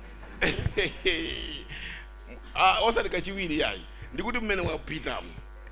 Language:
Nyanja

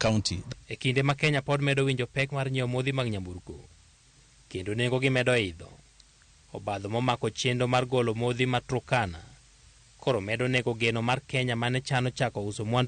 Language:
Luo (Kenya and Tanzania)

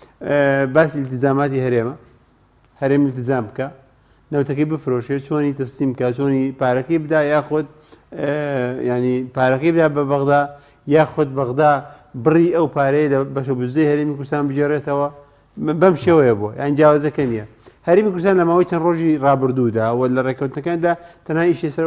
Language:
Central Kurdish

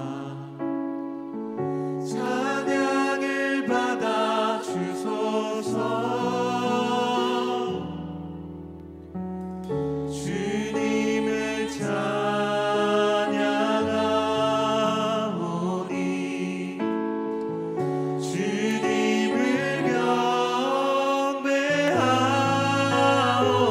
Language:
Korean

